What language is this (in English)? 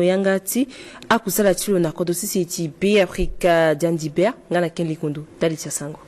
Sango